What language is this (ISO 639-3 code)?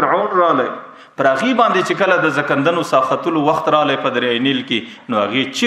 pus